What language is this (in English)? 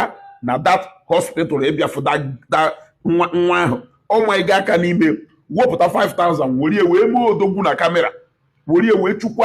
Igbo